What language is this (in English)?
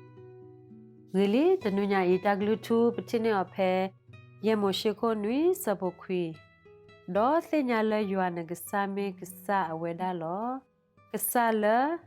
S'gaw Karen